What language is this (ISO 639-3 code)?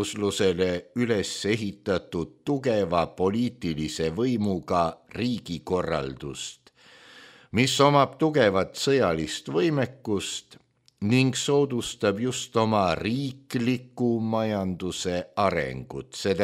est